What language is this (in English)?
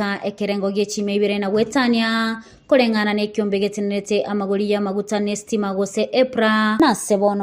Gusii